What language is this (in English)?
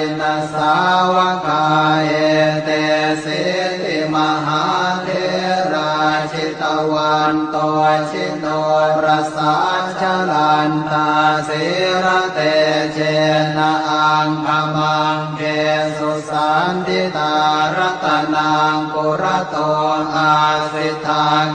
Pali